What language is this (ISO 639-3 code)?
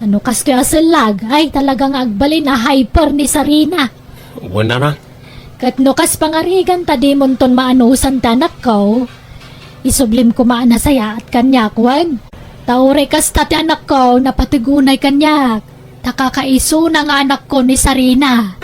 ilo